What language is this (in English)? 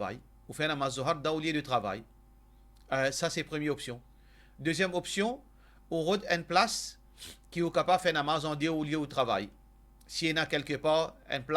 Morisyen